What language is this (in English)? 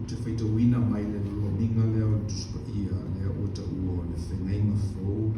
Samoan